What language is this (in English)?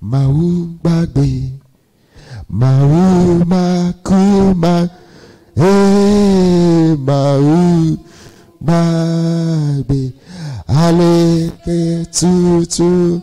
Ewe